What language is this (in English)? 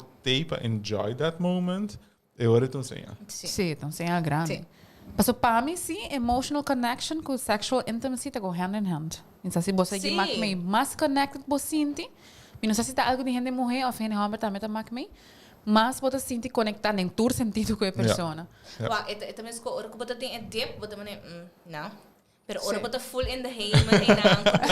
Papiamento